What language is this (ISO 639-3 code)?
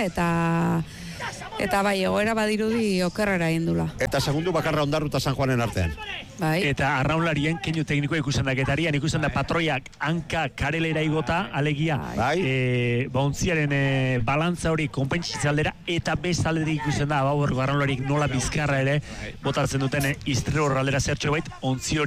eus